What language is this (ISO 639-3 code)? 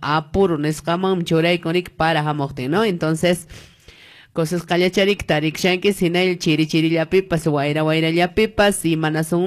que